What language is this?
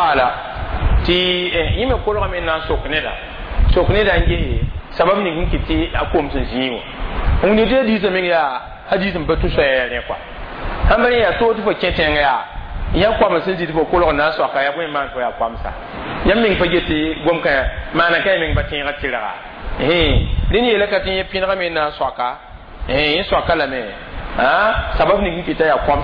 Mossi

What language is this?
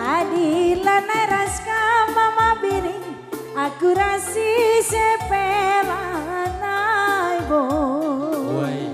Batak Karo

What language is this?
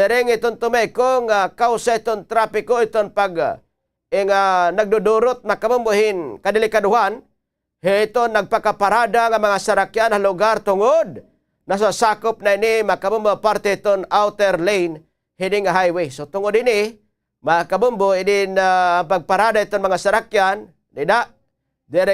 Waray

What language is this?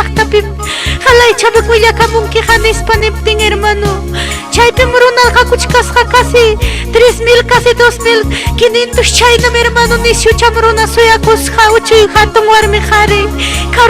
Ayacucho Quechua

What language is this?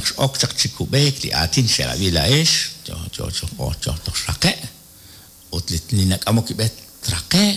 Kekchí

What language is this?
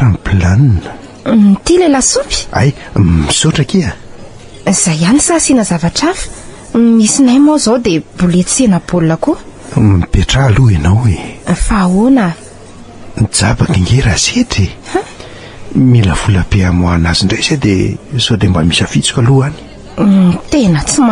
Malagasy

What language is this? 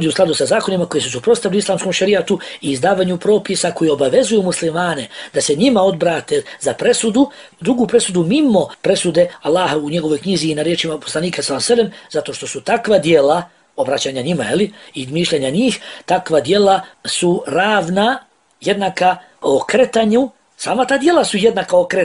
Bosnian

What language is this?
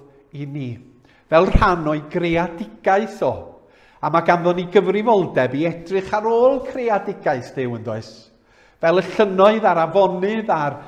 Welsh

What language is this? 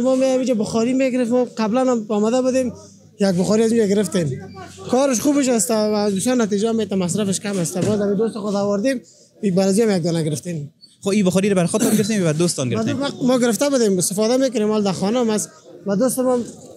Persian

